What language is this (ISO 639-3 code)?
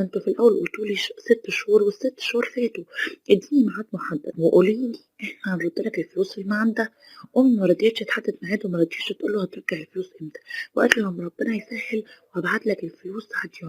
arz